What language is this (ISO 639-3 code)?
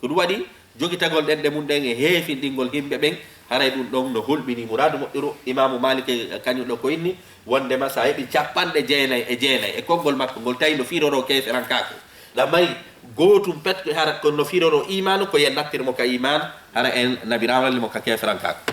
ful